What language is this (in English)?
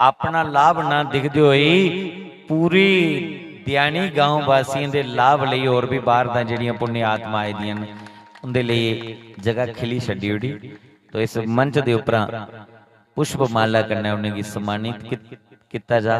Dogri